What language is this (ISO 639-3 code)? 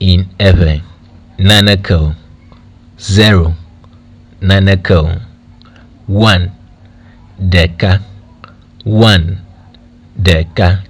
ewe